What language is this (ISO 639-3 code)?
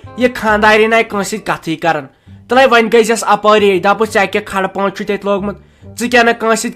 kas